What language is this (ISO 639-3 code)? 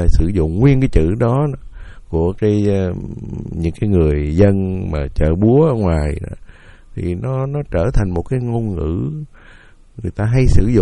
vie